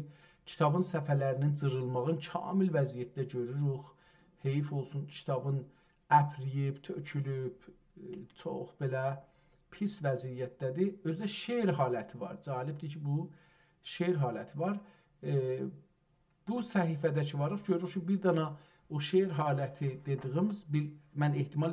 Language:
South Azerbaijani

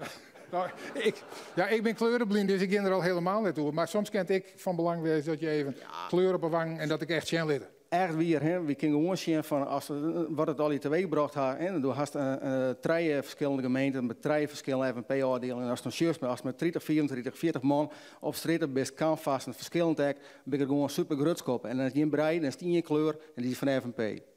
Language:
Western Frisian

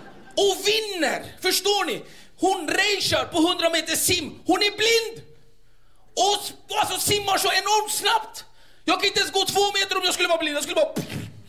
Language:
Swedish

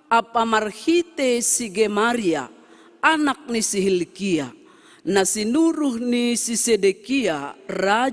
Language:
Batak Simalungun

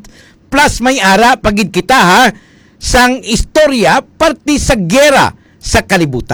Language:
Hiligaynon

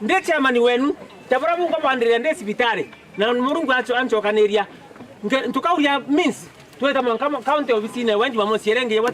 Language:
Meru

